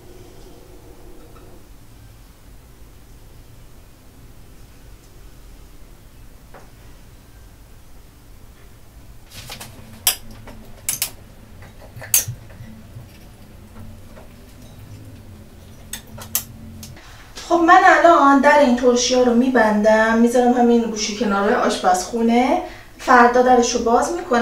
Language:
Persian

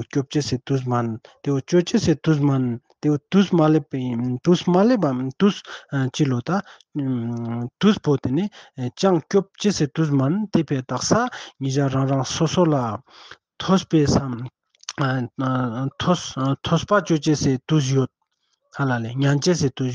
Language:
Ladakhi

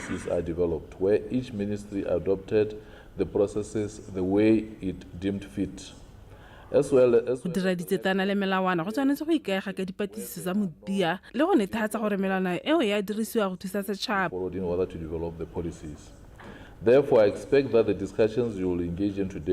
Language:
Tswana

